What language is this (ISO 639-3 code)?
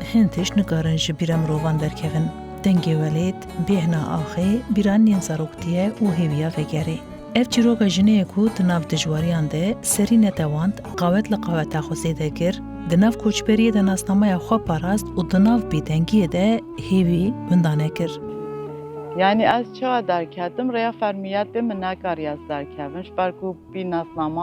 kur